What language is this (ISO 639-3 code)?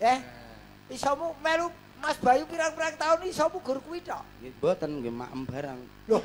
jav